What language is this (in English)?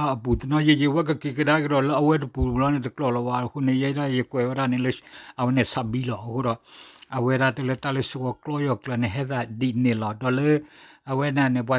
S'gaw Karen